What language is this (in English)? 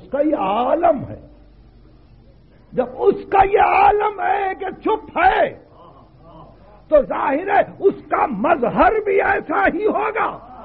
Urdu